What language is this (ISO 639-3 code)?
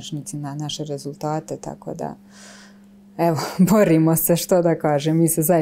hrv